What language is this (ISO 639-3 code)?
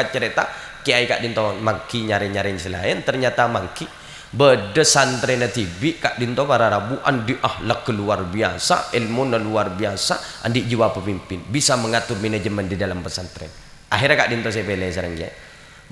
mad